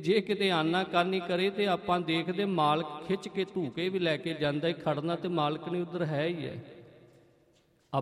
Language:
Punjabi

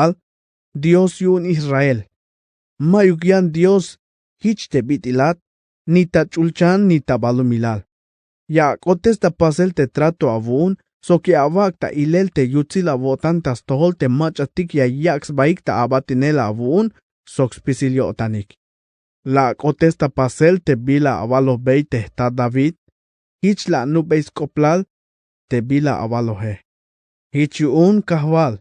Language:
Tzeltal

